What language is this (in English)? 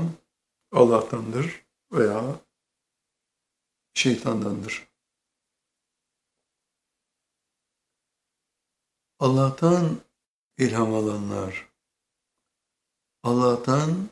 Turkish